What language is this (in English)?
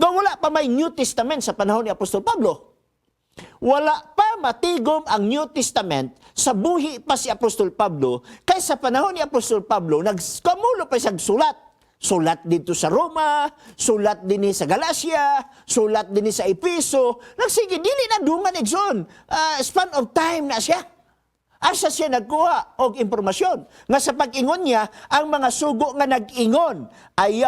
Cebuano